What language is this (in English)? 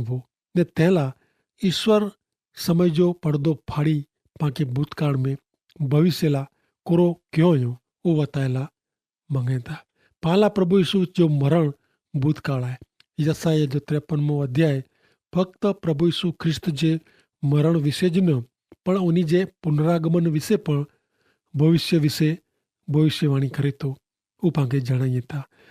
Kachhi